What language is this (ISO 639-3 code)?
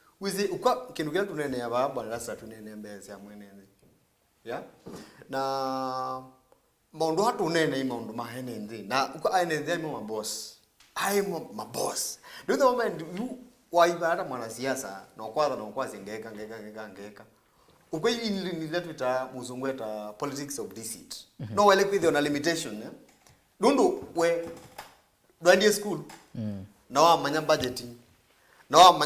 kam